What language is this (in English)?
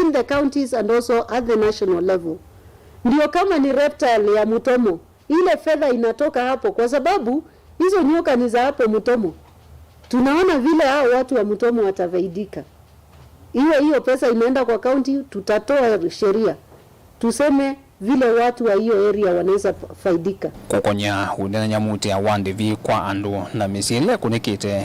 Kamba